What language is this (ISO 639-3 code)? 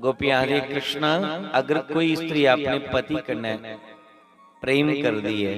doi